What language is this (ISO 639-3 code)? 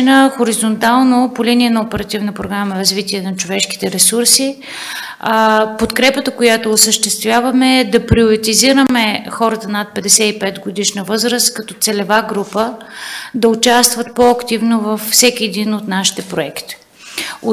bul